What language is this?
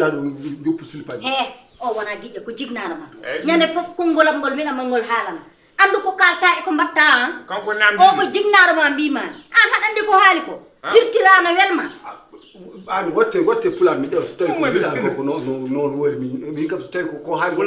Fula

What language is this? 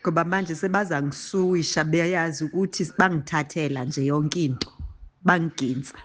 Zulu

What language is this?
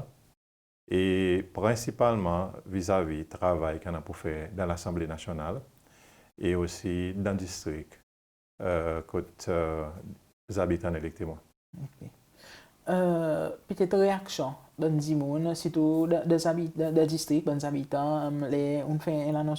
Seselwa Creole French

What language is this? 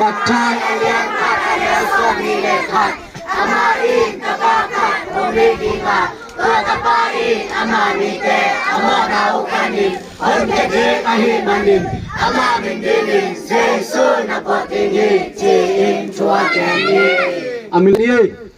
Tedim Chin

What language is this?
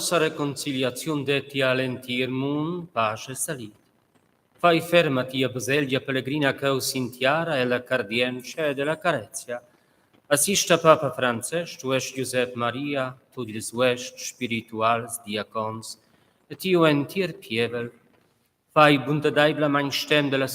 Romansh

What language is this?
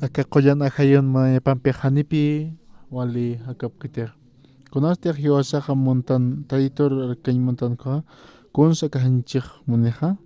Aymara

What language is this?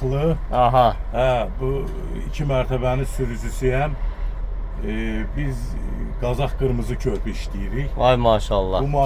Azerbaijani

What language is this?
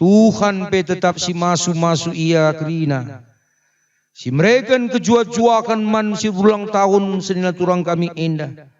Batak Karo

